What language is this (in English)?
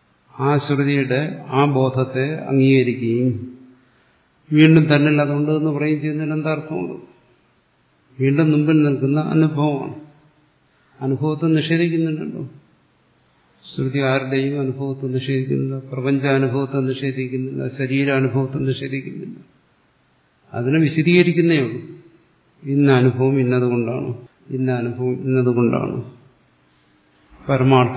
Malayalam